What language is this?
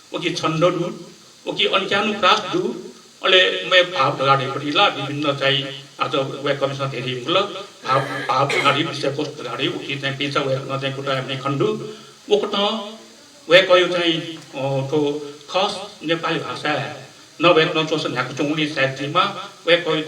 Newari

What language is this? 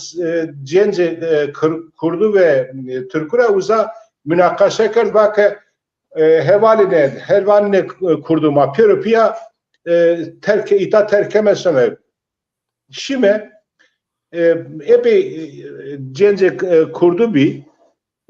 Zaza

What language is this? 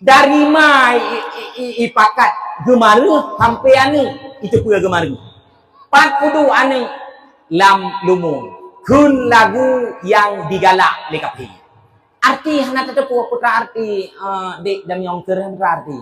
Achinese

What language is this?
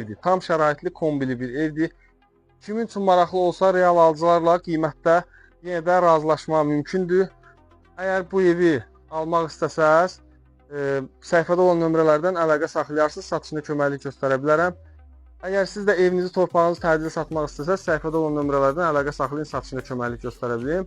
Azerbaijani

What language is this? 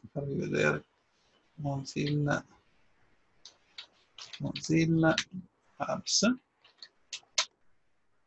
Italian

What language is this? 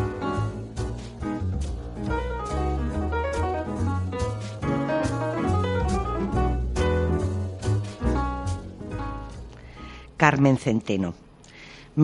Spanish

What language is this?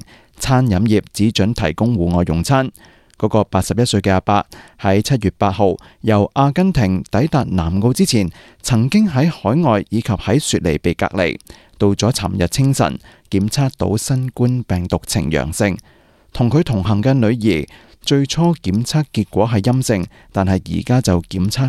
Cantonese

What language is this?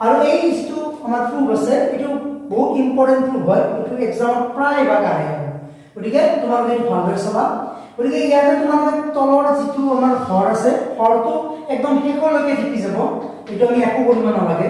Assamese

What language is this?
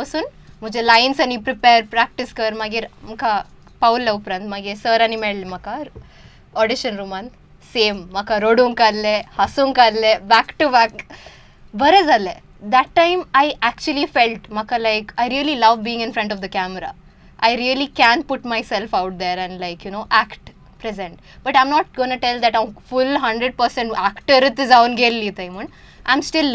Konkani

